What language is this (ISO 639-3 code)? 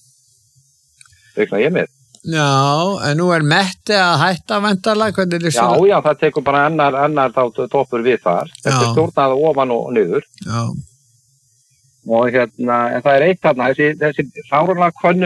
isl